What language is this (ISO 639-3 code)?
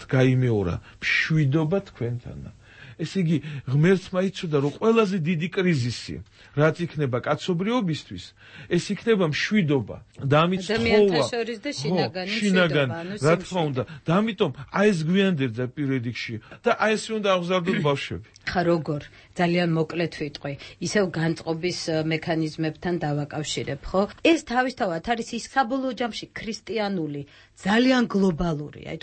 kat